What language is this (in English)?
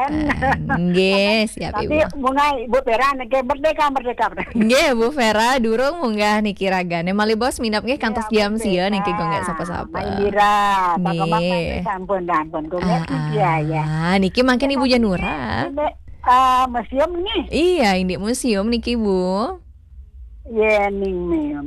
Balinese